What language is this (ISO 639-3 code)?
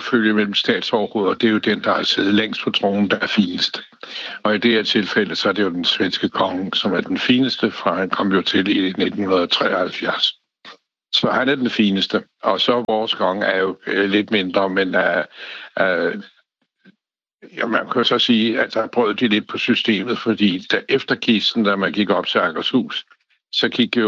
dan